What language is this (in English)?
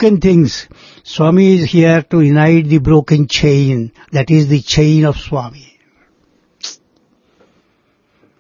Telugu